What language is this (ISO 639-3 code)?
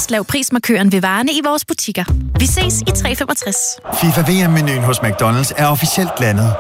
dan